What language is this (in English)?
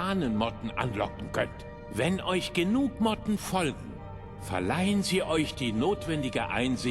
Bavarian